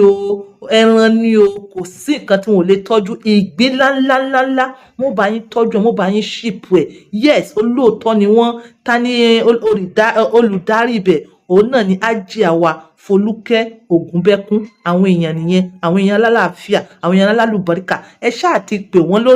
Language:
Yoruba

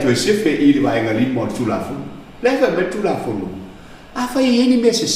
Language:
Samoan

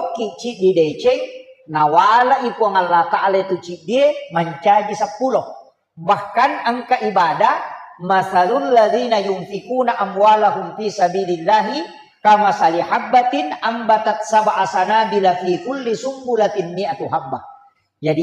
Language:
Buginese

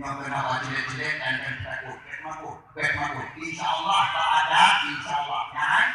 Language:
Achinese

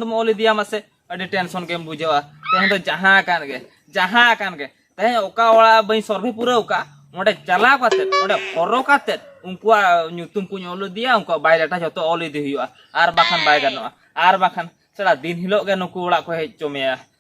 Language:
Santali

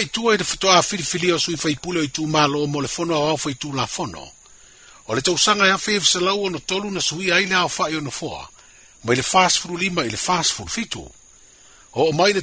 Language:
Samoan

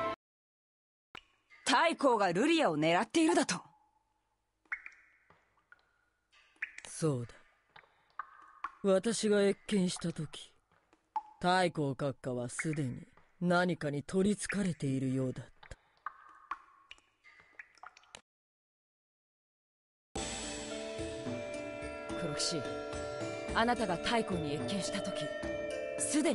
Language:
Japanese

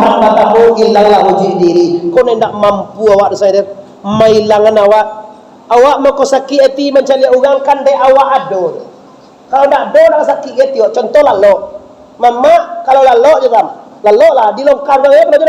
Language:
Minangkabau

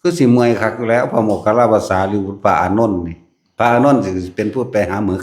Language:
Northeastern Thai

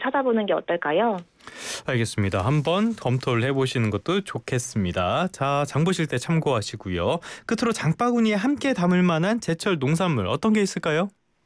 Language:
Korean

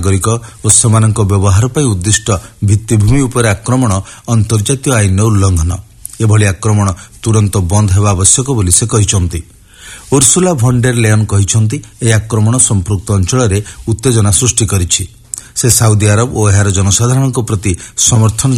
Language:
Odia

